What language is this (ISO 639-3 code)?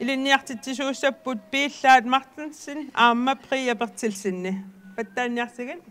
kal